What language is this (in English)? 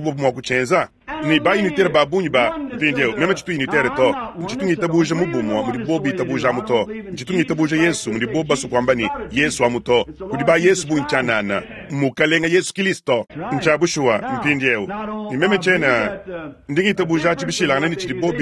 Luba-Lulua